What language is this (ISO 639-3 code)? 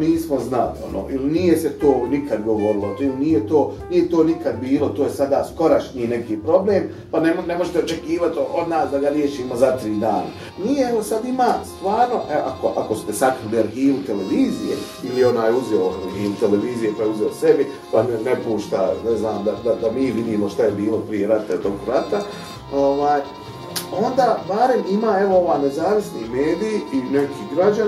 bos